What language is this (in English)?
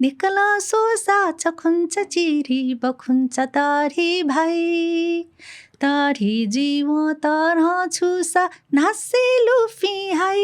Newari